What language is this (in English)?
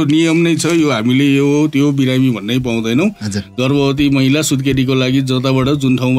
Nepali